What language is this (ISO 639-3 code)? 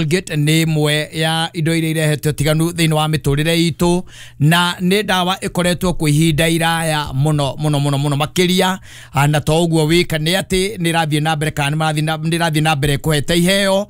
kik